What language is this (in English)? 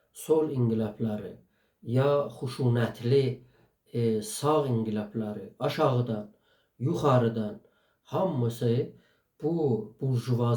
South Azerbaijani